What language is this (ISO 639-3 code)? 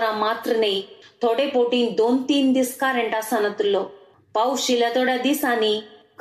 kok